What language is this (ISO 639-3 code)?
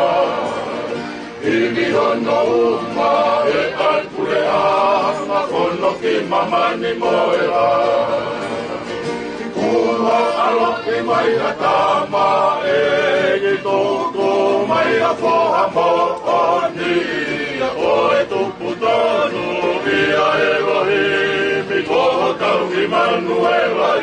ton